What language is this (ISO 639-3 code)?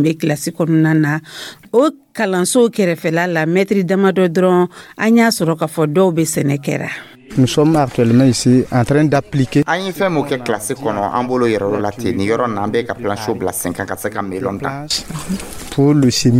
dyu